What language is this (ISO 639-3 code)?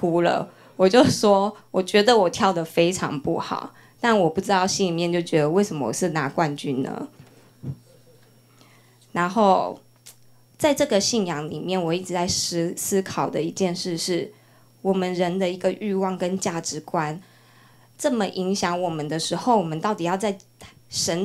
zho